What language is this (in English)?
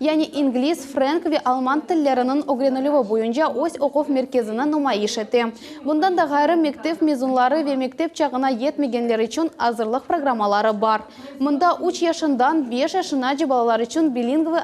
Crimean Tatar